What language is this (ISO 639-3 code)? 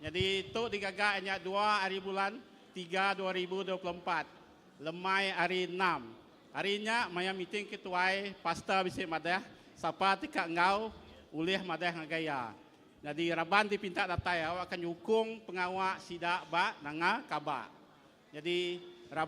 iba